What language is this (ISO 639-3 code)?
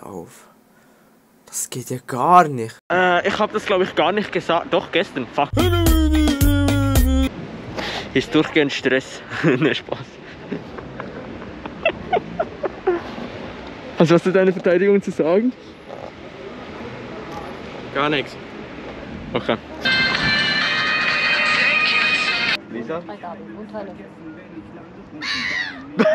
deu